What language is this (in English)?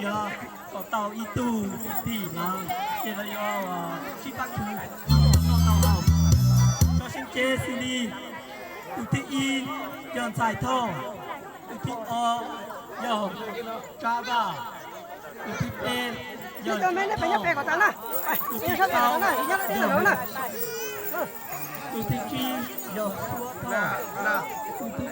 Hmong